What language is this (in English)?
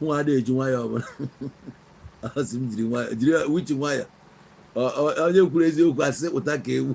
Igbo